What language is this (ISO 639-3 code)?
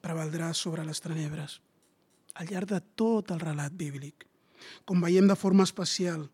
cat